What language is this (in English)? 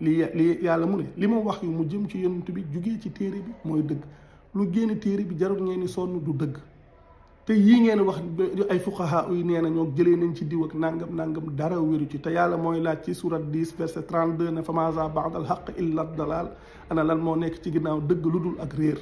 Wolof